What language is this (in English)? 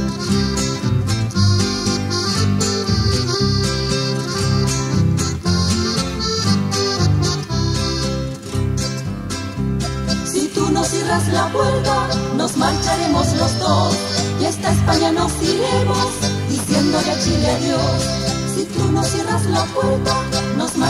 Spanish